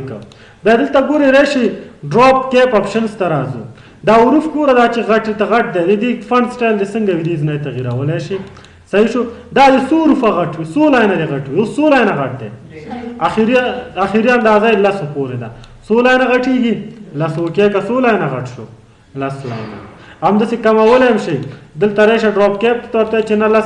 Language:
Pashto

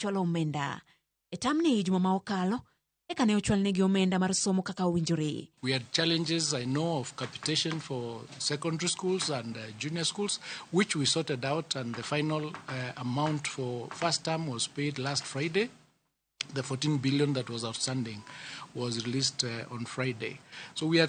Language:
Luo (Kenya and Tanzania)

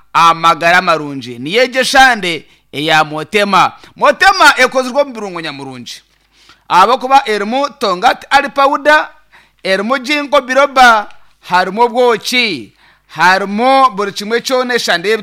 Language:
Nyankole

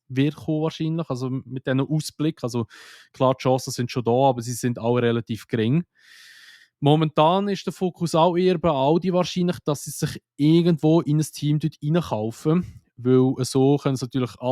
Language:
Swiss German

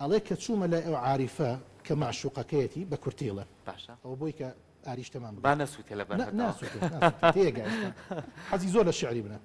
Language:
Central Kurdish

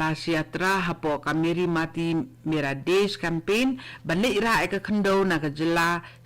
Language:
Khasi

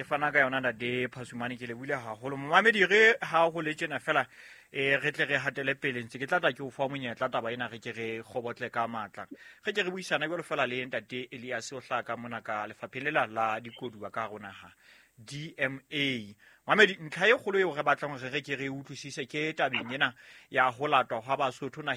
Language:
Southern Sotho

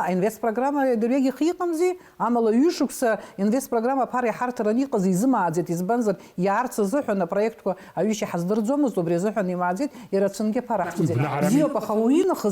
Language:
Abkhazian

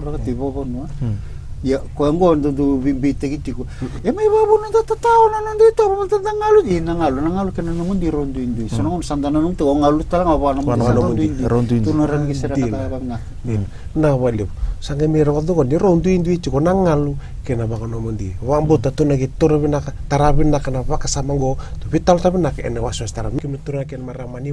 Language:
Fijian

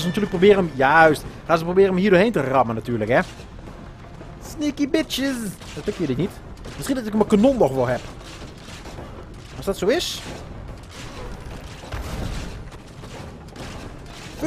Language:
Dutch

